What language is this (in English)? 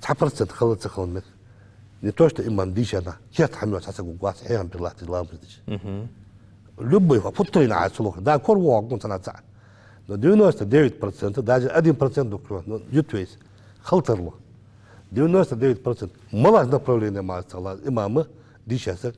Ingush